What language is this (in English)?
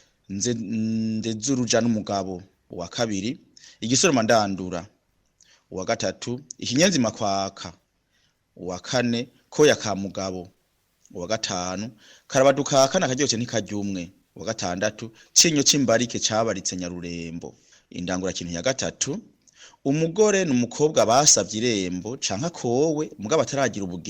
Rundi